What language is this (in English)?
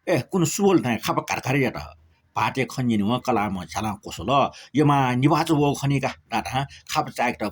Newari